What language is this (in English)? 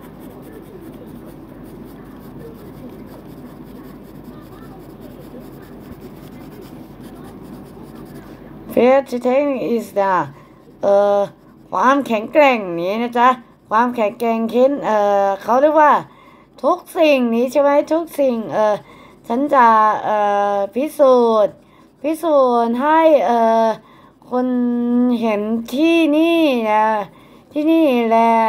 Thai